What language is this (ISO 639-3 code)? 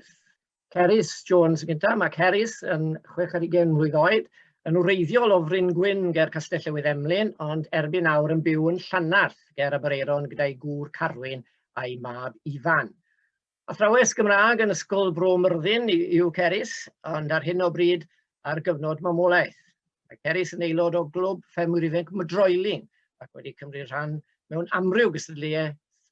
cym